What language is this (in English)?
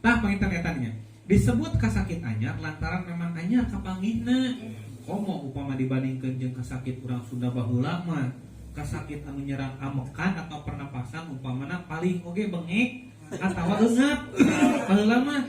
Sundanese